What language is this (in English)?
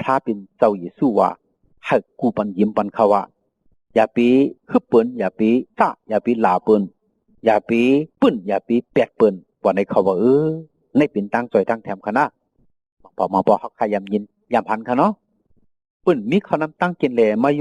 Shan